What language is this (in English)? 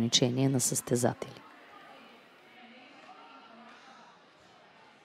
Bulgarian